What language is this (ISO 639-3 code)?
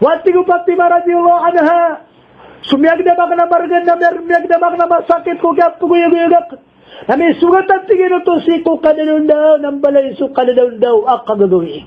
mrw